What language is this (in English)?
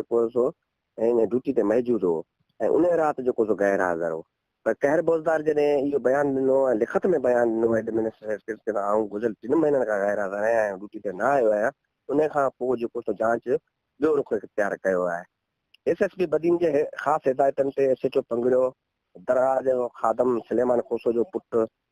Sindhi